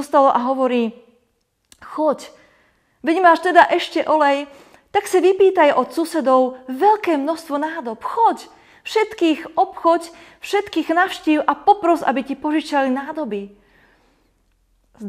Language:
Slovak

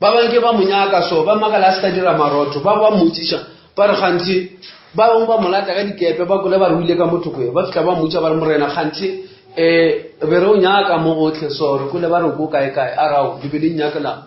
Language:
Northern Sotho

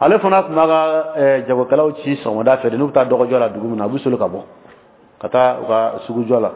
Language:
Dyula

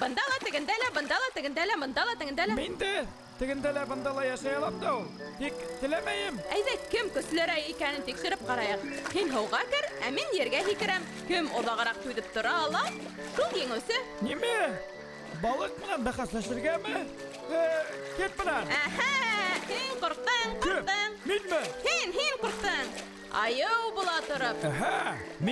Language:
Bashkir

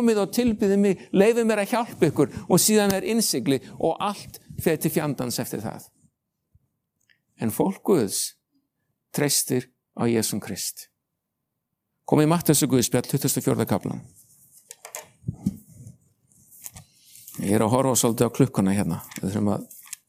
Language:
Icelandic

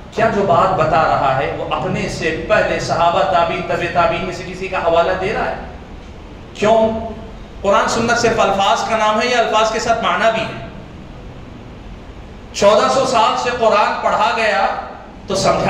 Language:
Urdu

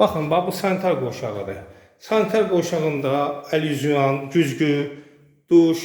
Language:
Azerbaijani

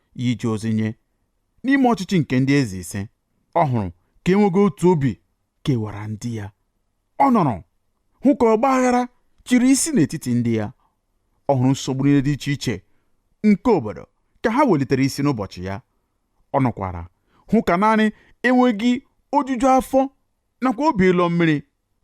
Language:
Igbo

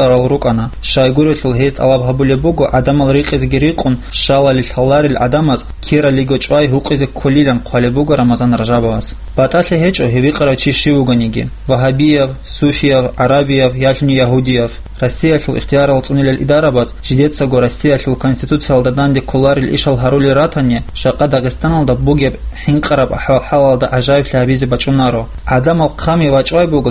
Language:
Avaric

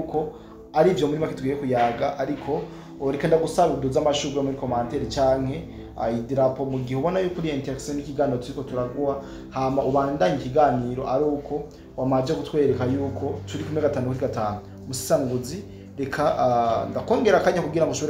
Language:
Rundi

